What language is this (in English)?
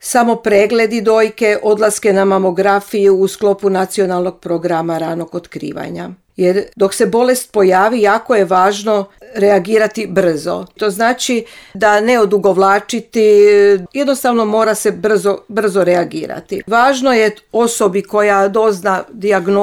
Croatian